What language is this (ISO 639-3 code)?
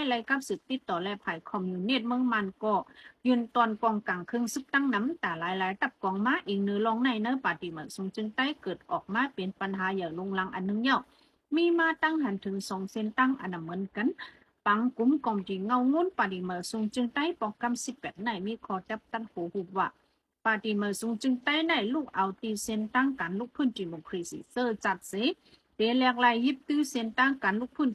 shn